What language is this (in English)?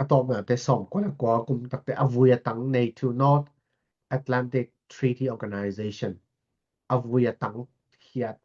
Tedim Chin